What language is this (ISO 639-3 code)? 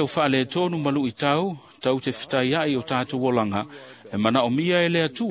smo